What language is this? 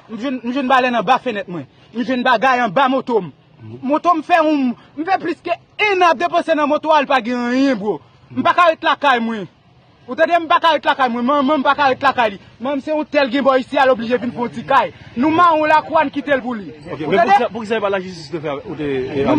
Haitian Creole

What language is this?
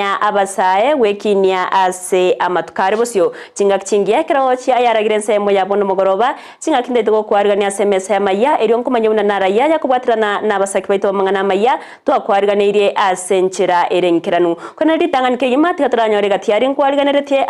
Gusii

